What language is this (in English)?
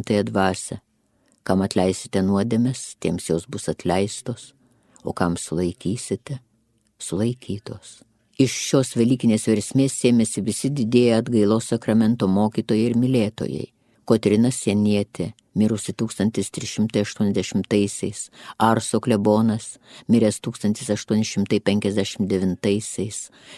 Lithuanian